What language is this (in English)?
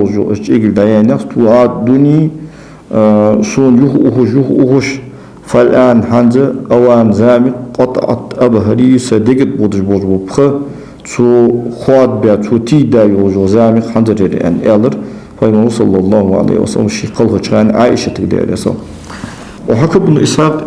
Ingush